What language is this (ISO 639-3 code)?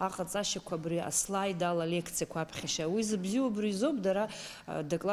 abk